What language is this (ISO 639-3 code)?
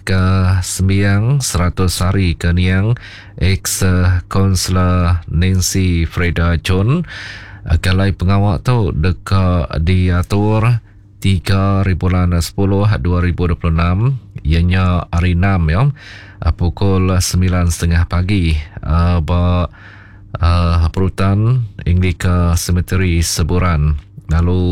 iba